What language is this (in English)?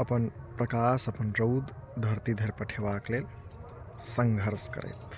Maithili